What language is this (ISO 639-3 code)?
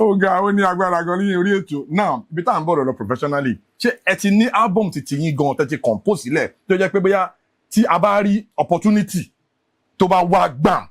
yor